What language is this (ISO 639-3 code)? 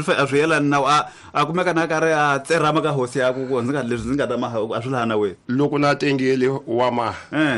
tso